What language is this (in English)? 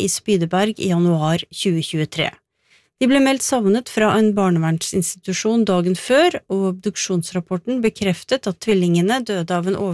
Norwegian